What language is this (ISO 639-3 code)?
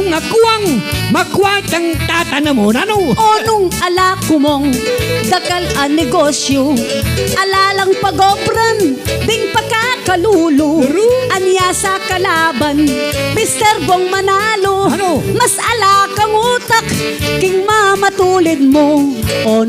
pam